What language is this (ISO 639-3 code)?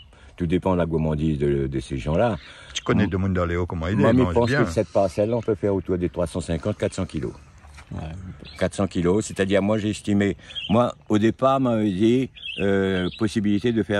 rcf